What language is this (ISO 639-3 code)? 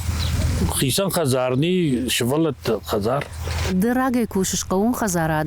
oss